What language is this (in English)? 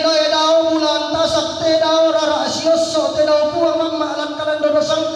Toraja-Sa'dan